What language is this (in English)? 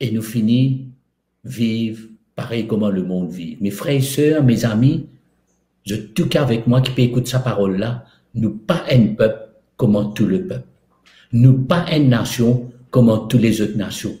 Morisyen